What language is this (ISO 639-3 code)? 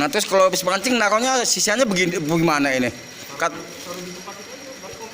bew